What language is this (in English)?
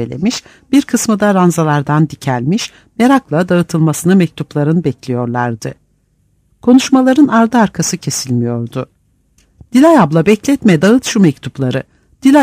Turkish